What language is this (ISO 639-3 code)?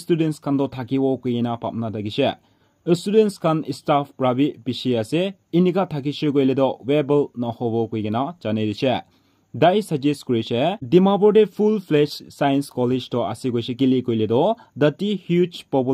nag